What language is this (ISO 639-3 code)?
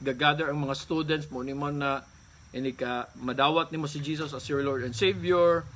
ceb